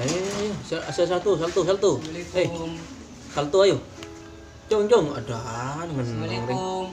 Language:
Madurese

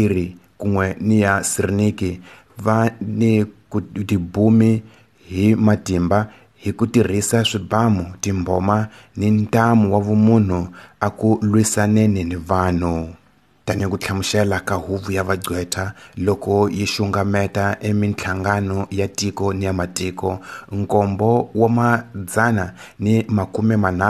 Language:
Tsonga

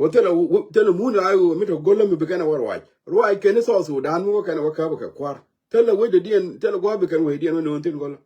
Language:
Nuer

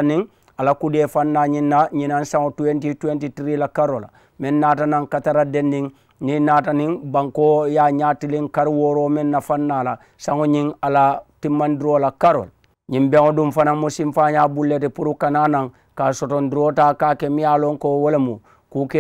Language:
Mandingo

